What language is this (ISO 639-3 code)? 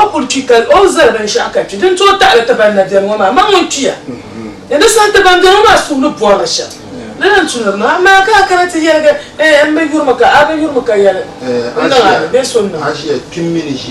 dag